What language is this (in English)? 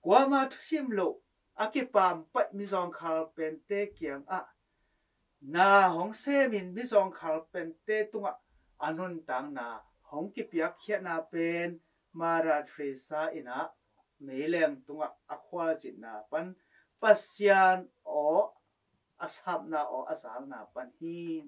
Tedim Chin